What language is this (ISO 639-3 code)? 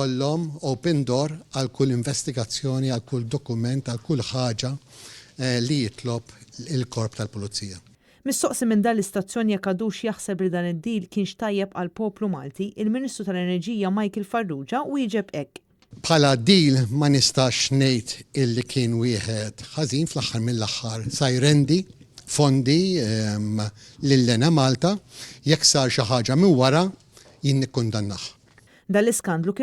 mlt